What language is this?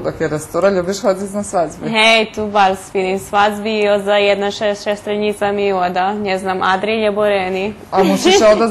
Rusyn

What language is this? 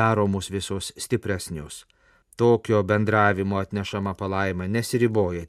Lithuanian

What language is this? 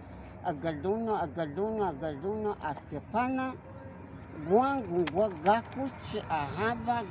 Cogui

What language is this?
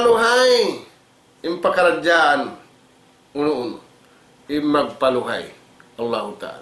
Tausug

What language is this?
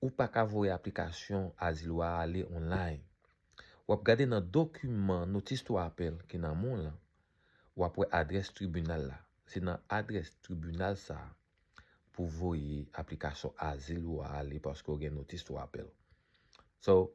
Haitian Creole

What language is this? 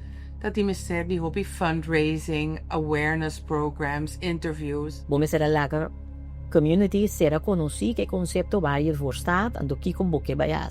Papiamento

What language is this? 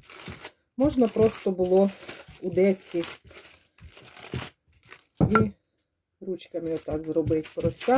Ukrainian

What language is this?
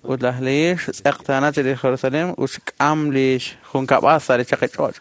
Kekchí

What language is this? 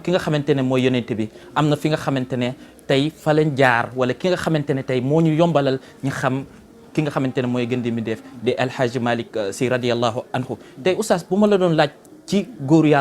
Wolof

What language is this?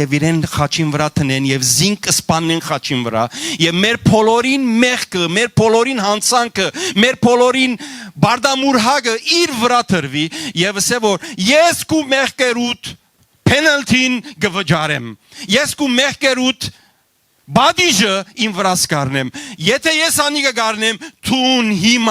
Western Armenian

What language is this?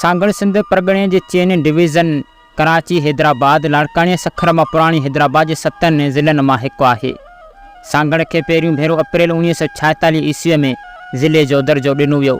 Sindhi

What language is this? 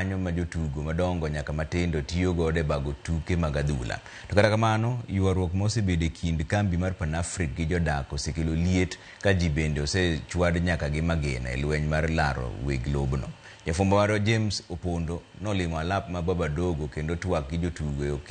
Luo (Kenya and Tanzania)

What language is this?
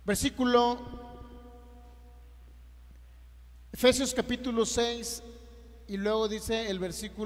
Spanish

